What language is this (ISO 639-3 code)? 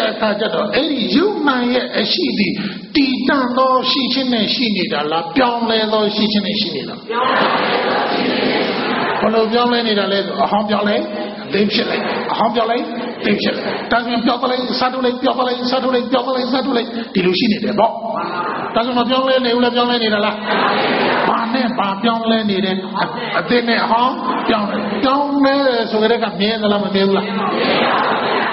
mya